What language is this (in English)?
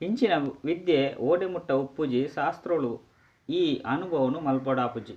Tulu